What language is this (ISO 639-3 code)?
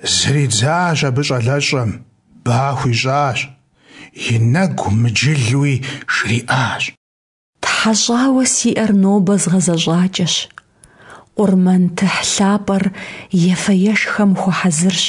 kbd